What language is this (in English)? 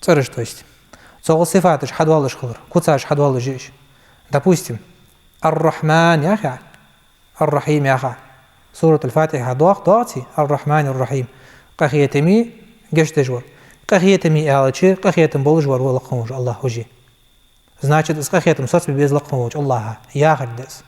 Ingush